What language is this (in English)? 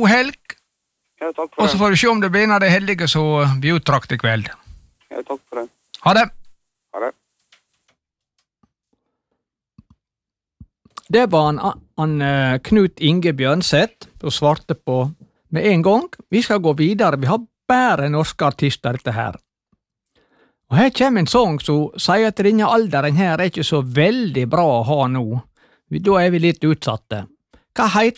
Norwegian